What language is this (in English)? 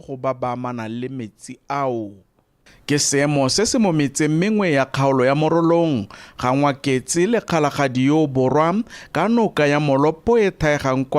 Tswana